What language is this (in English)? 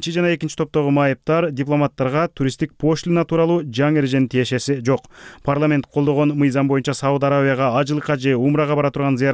Kyrgyz